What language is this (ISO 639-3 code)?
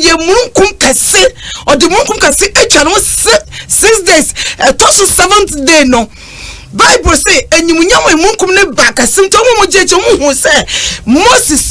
aka